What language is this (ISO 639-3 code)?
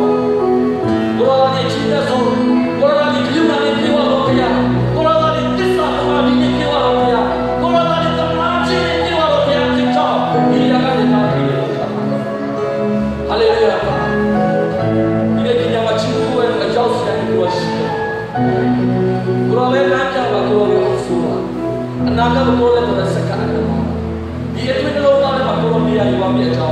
mya